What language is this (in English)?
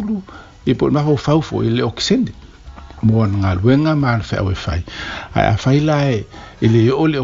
Samoan